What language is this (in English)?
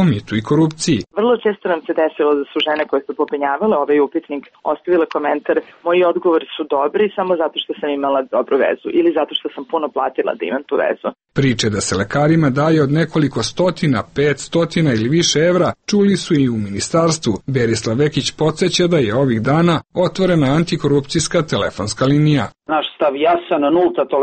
Serbian